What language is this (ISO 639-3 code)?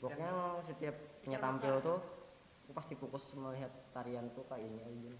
bjn